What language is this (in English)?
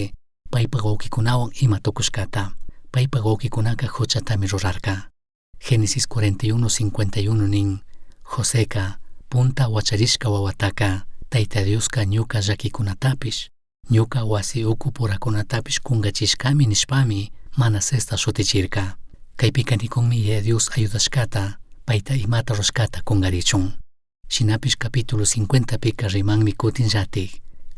Chimborazo Highland Quichua